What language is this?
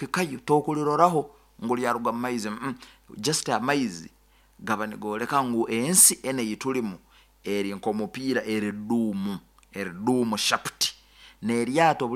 Nyoro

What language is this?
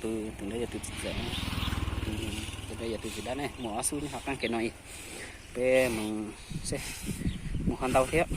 Hmong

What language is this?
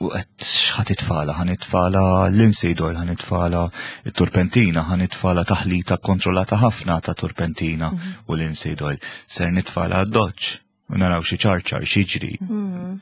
Maltese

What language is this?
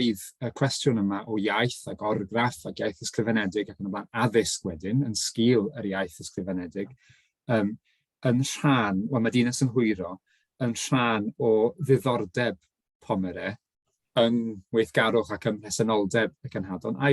Welsh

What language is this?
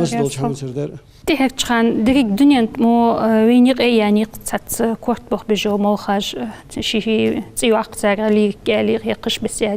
Ingush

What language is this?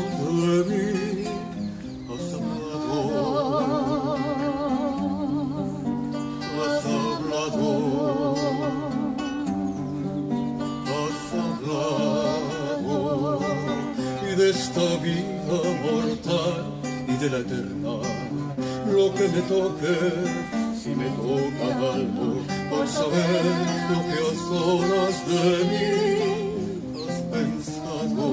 Spanish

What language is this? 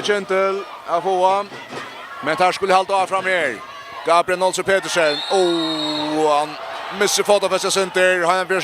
Faroese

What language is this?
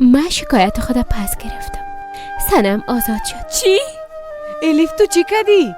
Persian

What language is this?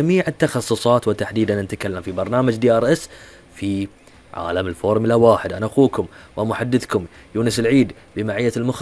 Gulf Arabic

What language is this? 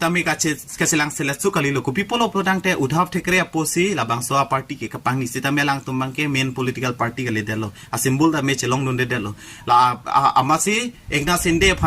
Karbi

